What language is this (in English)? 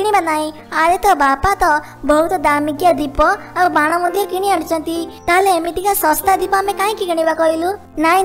Odia